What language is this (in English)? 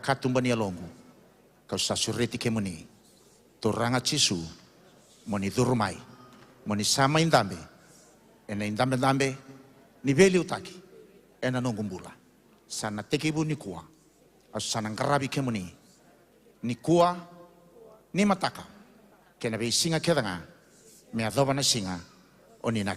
Fijian